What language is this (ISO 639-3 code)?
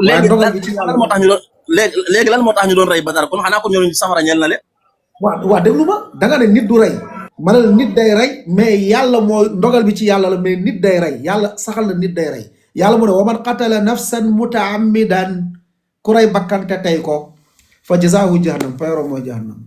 wol